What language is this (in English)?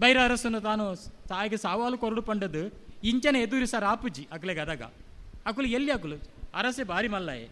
Tulu